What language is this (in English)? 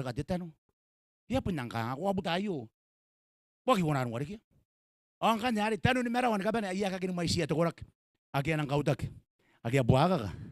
Gilbertese